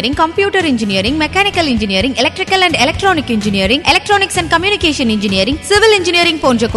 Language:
Tamil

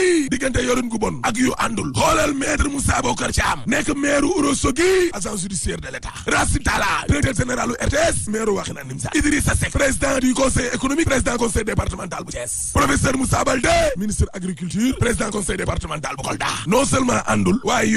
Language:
Wolof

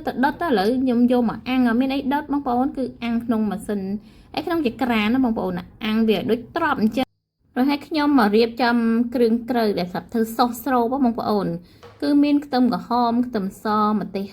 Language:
Khmer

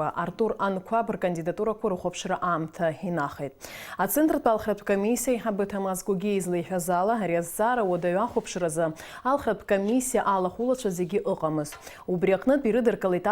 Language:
Abkhazian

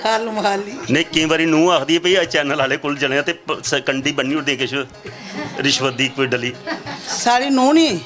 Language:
Dogri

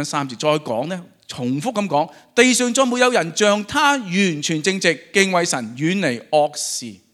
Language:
Cantonese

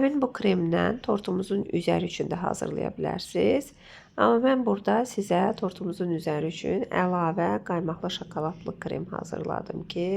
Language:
Azerbaijani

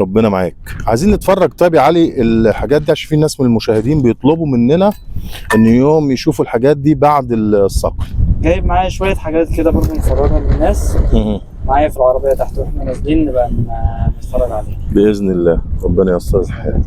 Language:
Egyptian Arabic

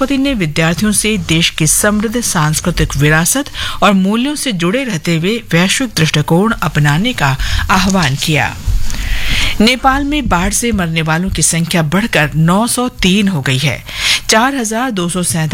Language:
Hindi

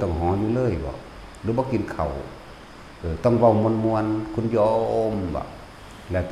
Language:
Northeastern Thai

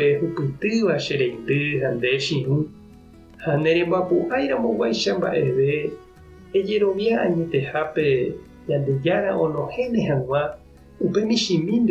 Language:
Guarani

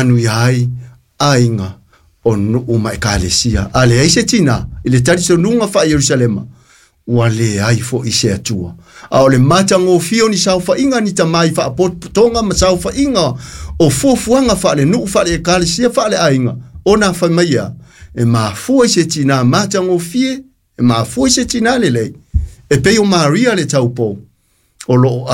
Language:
Samoan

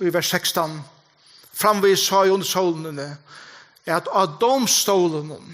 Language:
Faroese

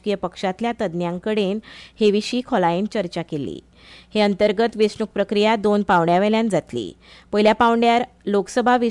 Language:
Konkani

